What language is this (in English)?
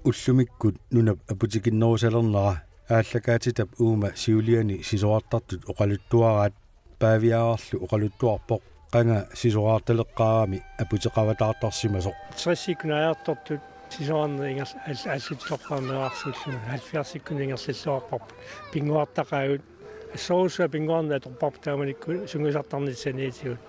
Kalaallisut